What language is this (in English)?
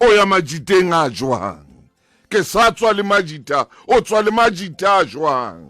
Southern Sotho